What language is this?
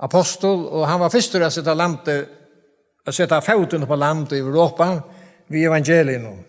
Faroese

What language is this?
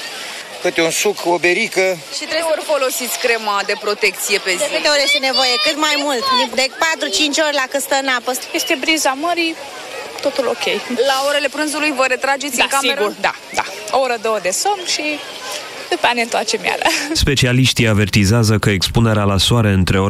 Romanian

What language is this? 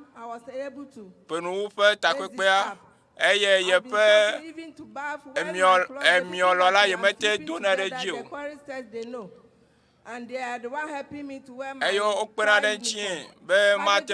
Ewe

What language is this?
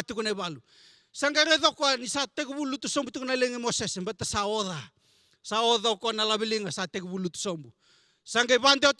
Fijian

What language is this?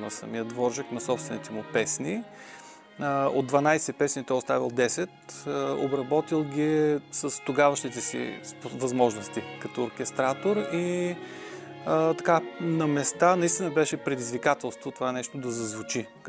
Bulgarian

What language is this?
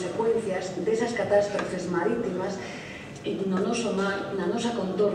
Galician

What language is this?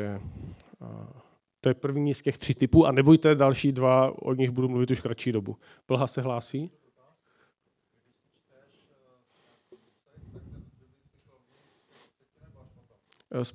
Czech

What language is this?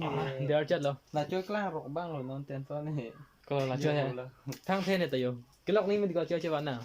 Karbi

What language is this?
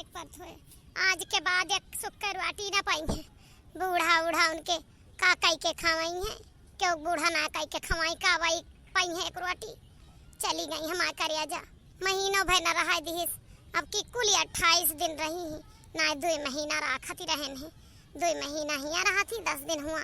Awadhi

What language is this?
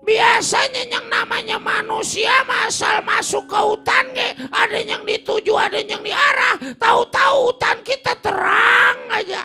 Betawi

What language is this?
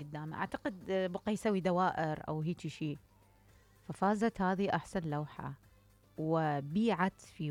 Mesopotamian Arabic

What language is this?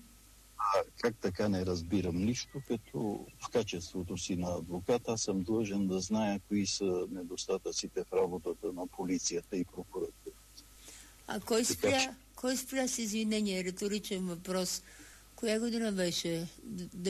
Bulgarian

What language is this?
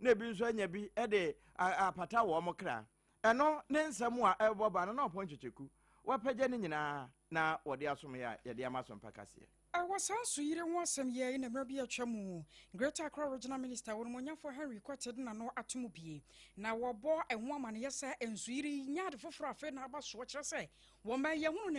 Akan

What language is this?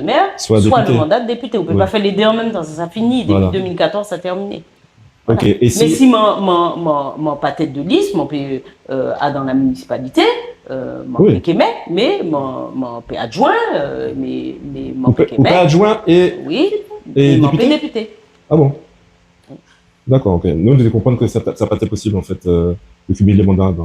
Guadeloupean Creole French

